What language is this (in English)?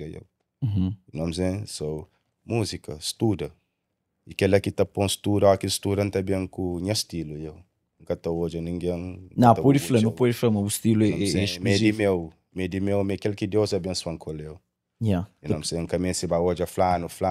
Kabuverdianu